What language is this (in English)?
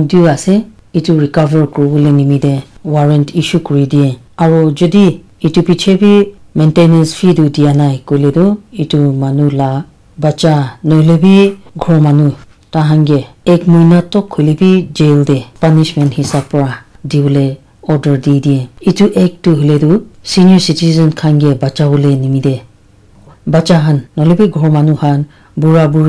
Naga Pidgin